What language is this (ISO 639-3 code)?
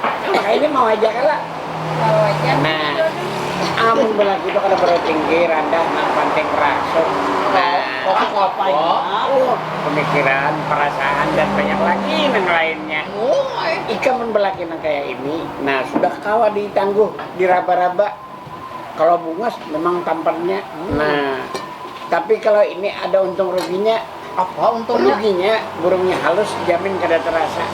bjn